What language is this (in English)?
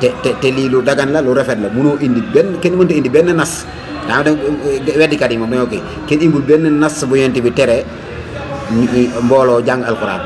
Wolof